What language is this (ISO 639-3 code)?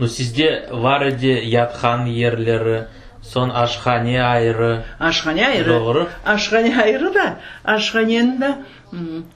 crh